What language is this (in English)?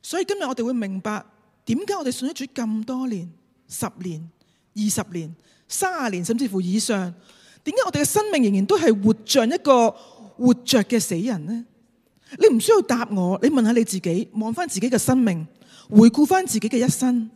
Cantonese